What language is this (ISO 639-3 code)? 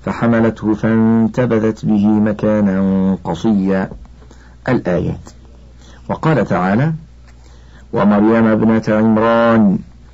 ara